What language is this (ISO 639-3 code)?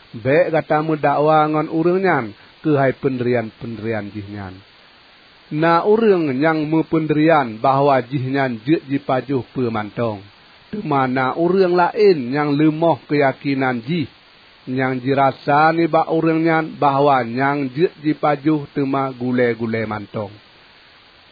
ace